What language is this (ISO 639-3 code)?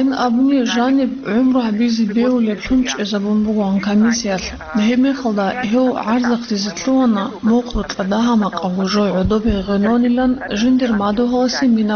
ava